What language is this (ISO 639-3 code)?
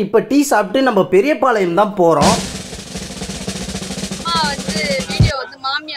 tam